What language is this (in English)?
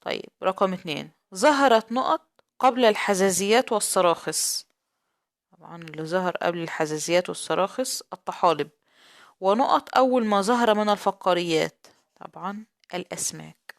Egyptian Arabic